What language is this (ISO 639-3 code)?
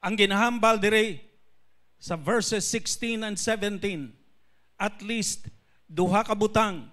hil